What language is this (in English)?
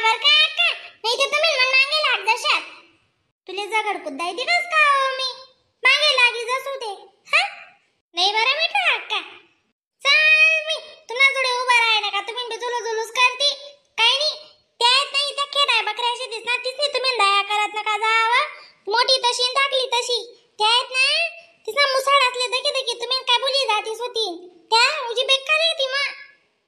Khandesi